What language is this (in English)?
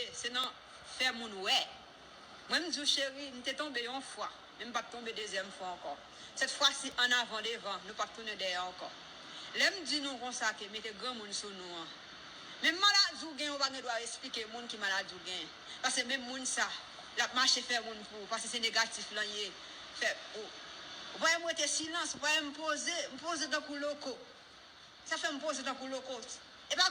Haitian Creole